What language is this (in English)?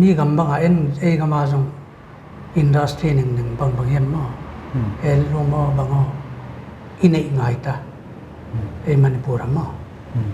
Paite Chin